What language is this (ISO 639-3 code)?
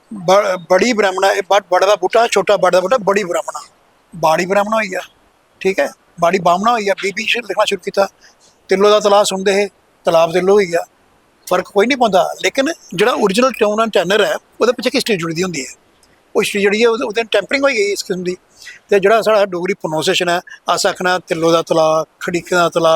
doi